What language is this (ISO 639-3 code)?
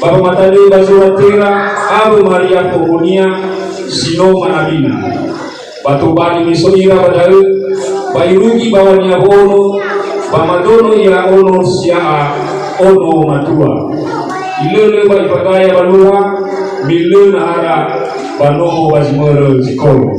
nia